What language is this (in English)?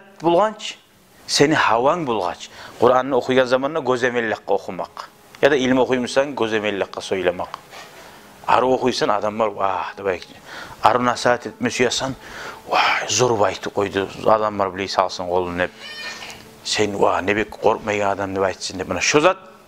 Kumyk